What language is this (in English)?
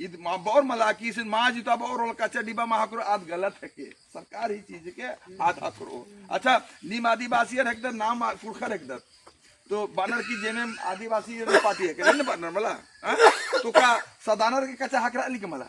Kurukh